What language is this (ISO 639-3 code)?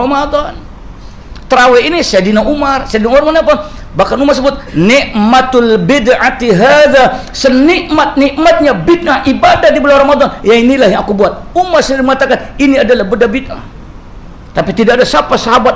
msa